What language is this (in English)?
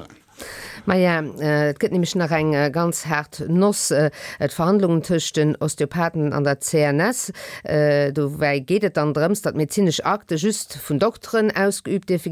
Luxembourgish